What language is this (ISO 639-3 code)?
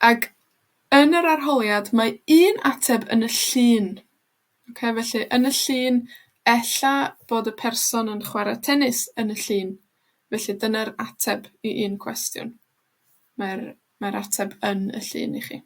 cym